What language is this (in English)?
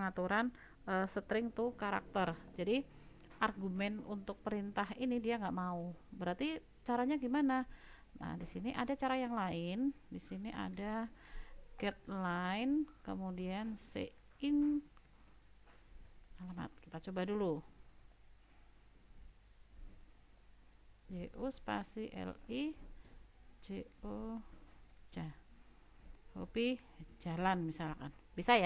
Indonesian